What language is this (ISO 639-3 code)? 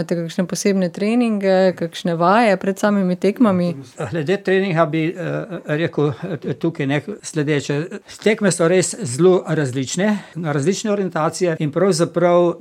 slv